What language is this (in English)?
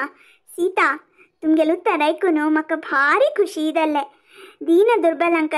Konkani